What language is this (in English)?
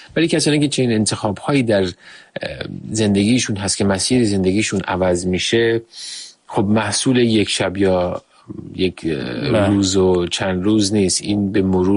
Persian